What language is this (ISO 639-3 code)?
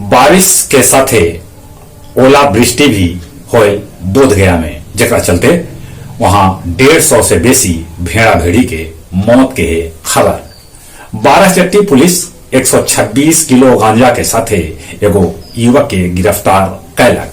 mag